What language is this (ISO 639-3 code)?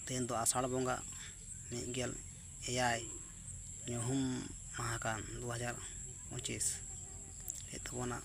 sat